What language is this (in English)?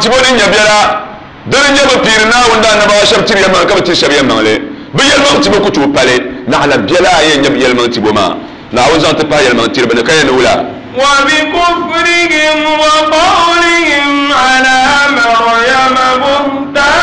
Dagbani